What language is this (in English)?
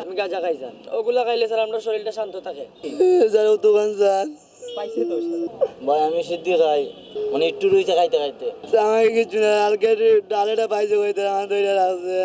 Sylheti